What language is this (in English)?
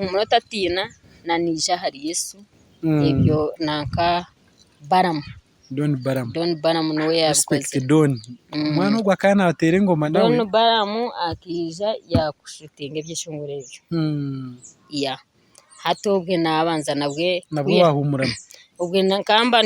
Nyankole